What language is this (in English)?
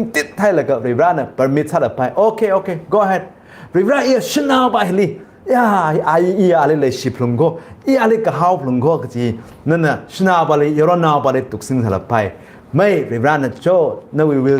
Tangkhul Naga (India)